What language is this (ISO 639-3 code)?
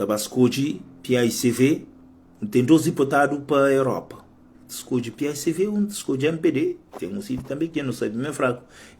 kea